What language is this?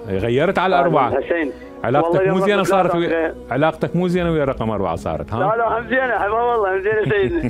Mesopotamian Arabic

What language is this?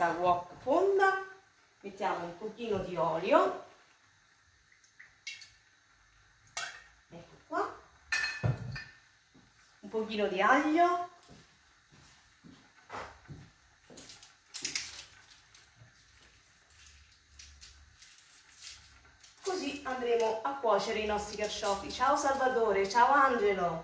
Italian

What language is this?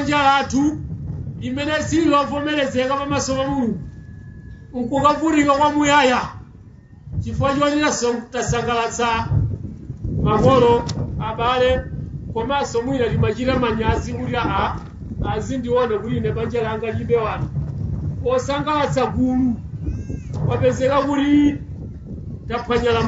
Nyanja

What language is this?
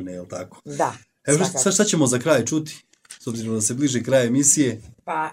Bosnian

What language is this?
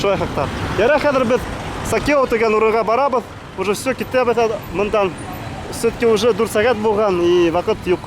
Bashkir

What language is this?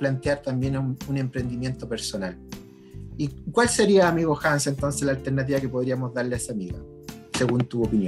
Spanish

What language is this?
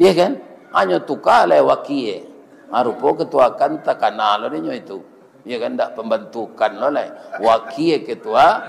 Minangkabau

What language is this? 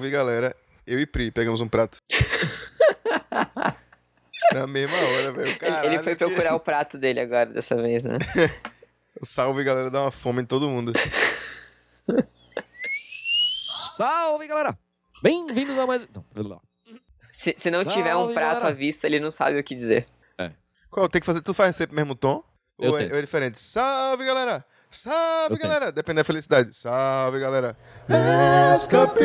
Portuguese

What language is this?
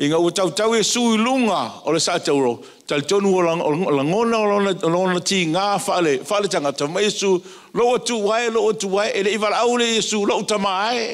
Samoan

